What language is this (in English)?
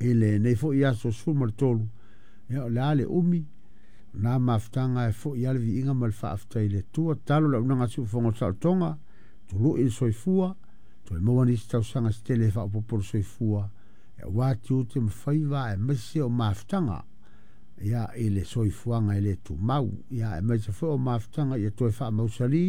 Samoan